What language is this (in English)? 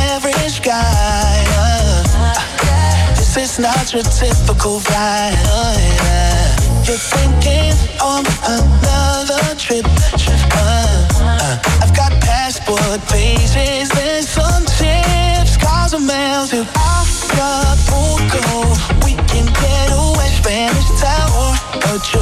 English